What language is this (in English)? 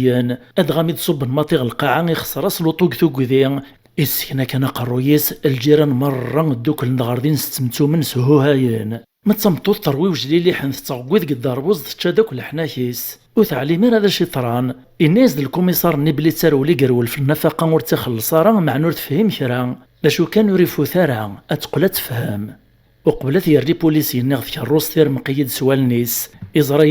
Kabyle